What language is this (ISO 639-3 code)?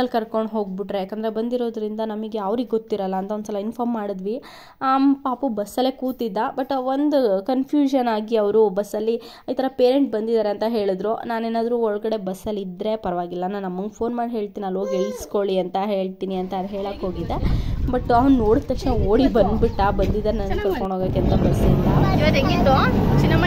kan